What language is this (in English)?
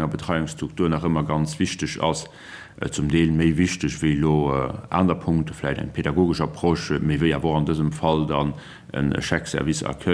Luxembourgish